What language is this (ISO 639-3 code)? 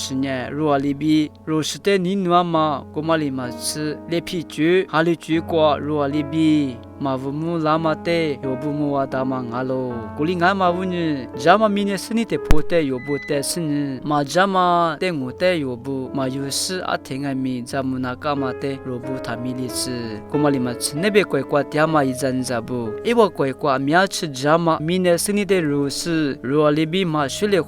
lis